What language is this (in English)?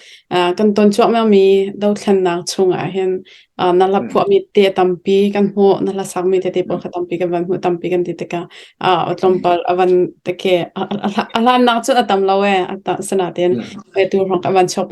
Hakha Chin